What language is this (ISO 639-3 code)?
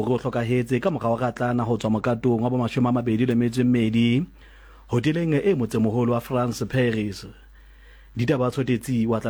sot